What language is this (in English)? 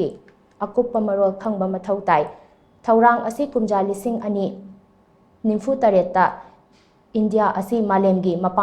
Manipuri